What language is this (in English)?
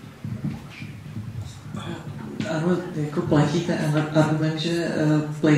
Czech